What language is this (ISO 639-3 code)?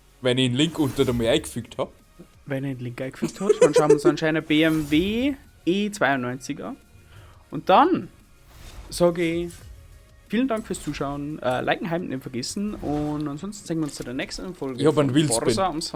bar